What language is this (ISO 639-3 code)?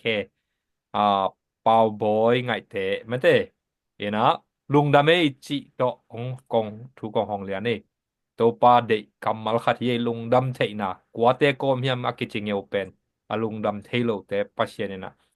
ctd